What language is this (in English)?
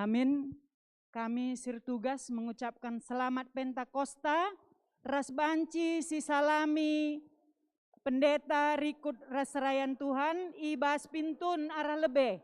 Batak Karo